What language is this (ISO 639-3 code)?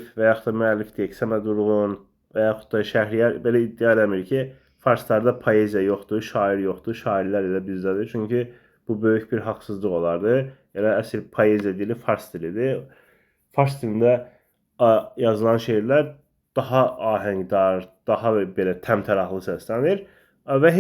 aze